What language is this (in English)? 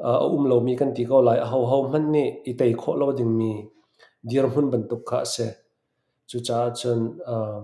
Hakha Chin